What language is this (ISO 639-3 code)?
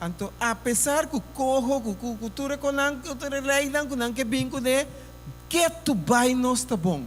pap